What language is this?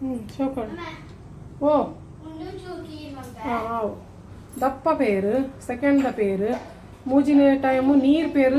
Tulu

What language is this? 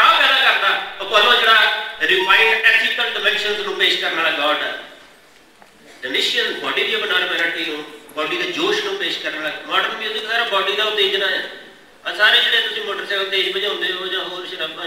Punjabi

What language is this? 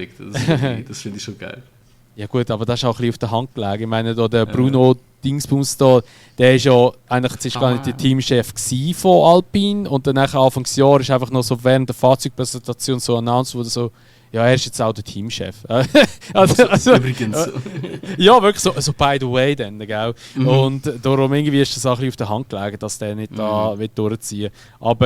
Swiss German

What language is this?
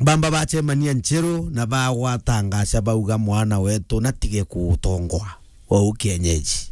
Meru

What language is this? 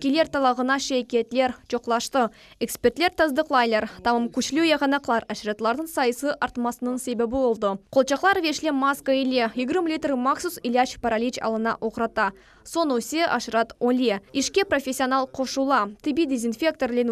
Crimean Tatar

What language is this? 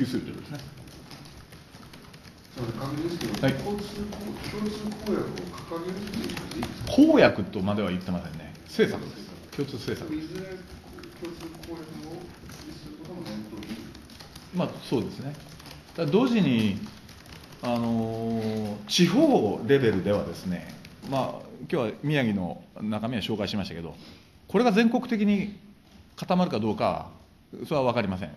Japanese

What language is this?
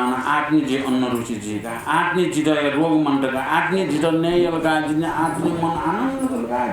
Newari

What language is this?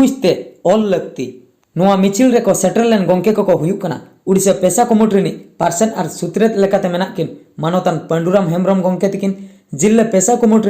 Santali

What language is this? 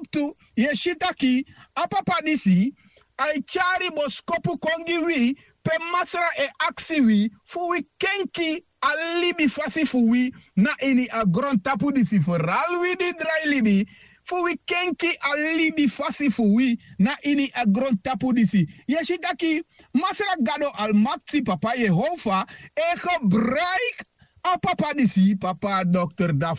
Sranan Tongo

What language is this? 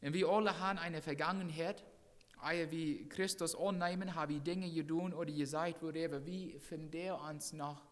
Plautdietsch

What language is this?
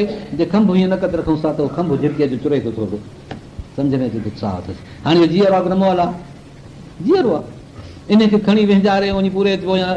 Sindhi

